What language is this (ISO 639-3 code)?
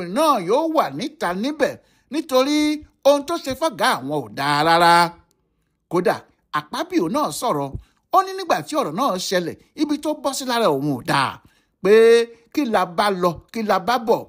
yor